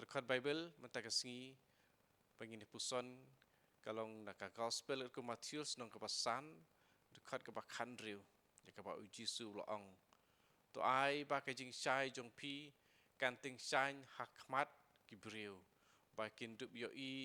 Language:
Khasi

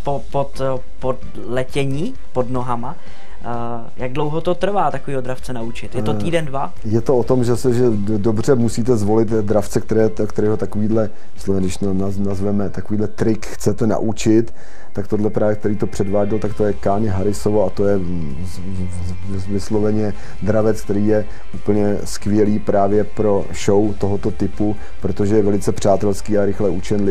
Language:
Czech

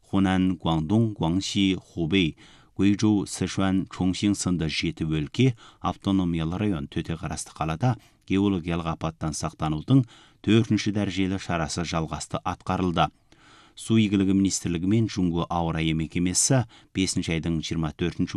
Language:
Kazakh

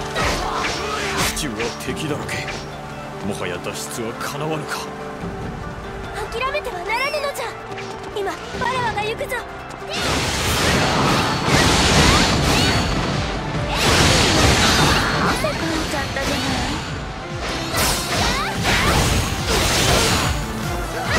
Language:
Japanese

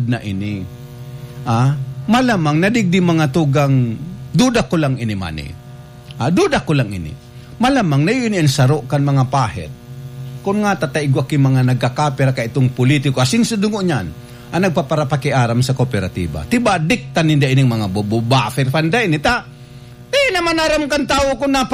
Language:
Bikol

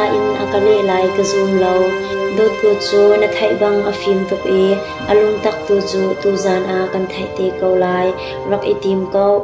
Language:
Hakha Chin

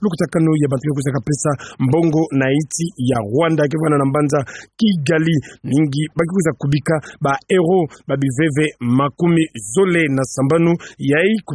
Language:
Kituba (Democratic Republic of Congo)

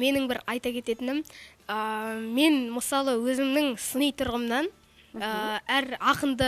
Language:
Kazakh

